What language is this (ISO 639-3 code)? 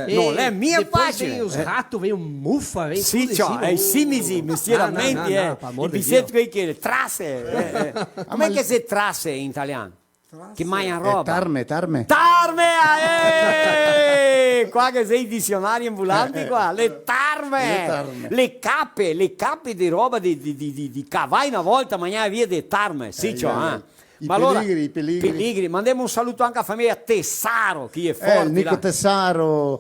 vec